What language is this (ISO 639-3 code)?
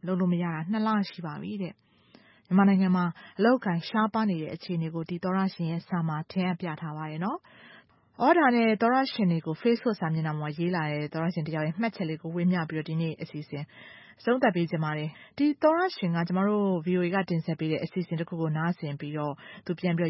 mya